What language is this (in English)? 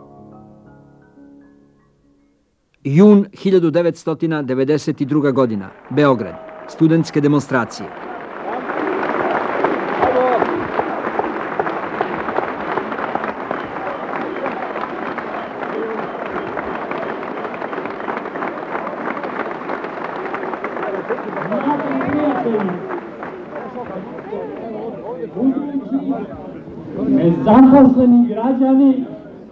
Serbian